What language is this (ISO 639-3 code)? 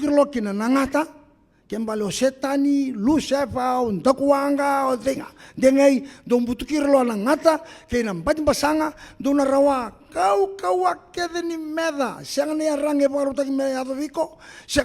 fij